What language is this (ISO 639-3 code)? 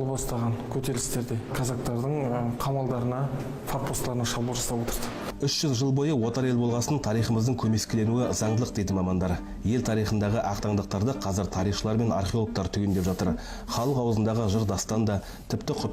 kaz